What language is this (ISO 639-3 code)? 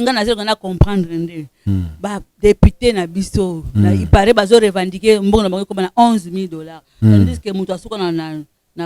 lin